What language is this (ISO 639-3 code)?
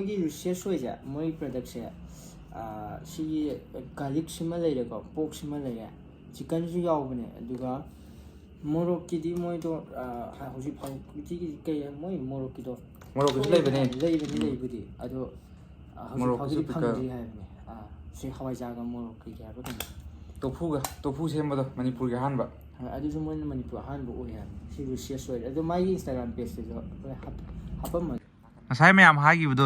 mni